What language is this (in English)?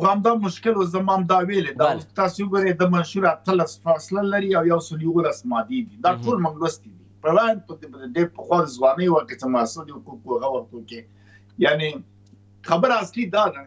Pashto